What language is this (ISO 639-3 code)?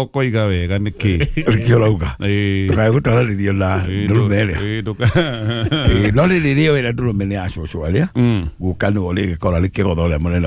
kik